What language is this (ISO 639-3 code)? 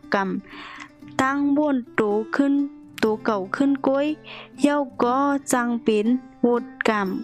shn